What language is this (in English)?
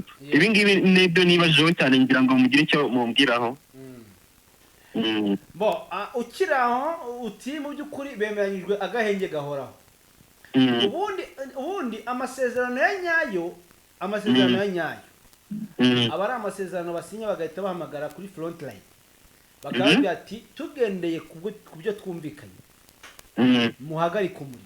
Kinyarwanda